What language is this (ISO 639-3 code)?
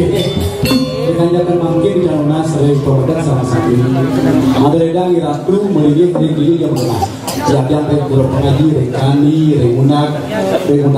ban